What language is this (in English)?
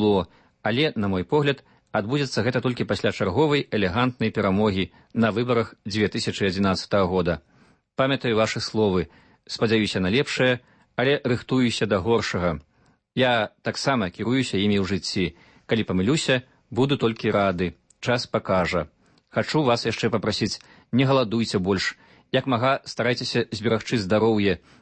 Belarusian